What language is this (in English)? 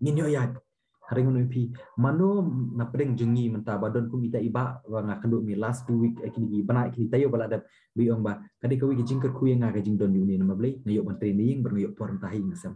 Khasi